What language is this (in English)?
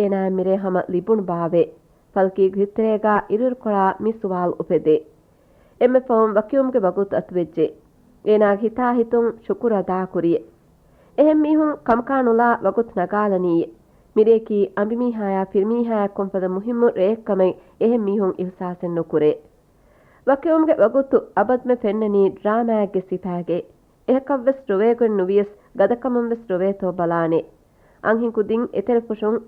Divehi